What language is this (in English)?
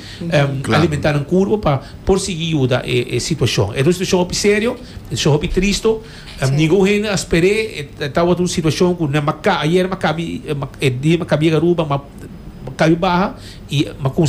Papiamento